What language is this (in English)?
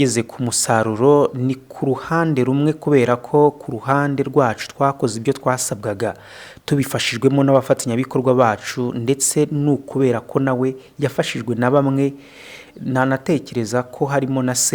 Kinyarwanda